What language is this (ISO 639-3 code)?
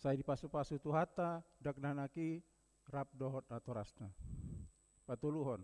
bbc